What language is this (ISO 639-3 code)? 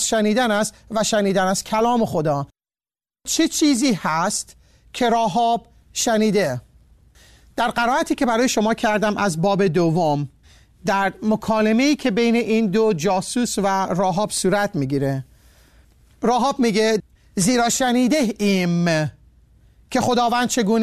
fas